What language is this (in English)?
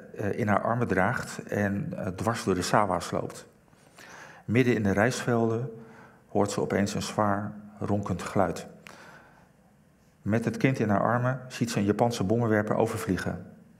Dutch